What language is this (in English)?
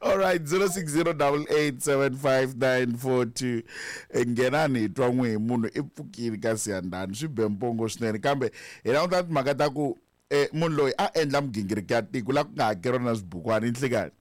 Tsonga